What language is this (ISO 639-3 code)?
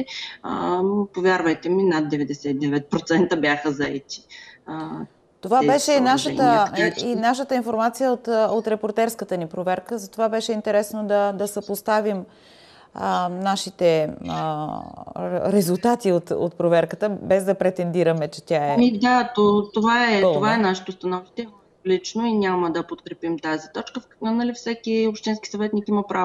bul